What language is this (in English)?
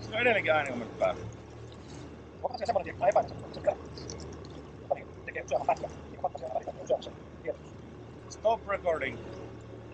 Finnish